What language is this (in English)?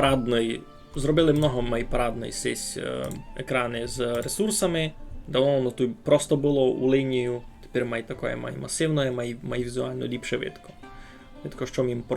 Rusyn